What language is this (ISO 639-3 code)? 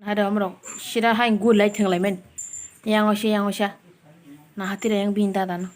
trp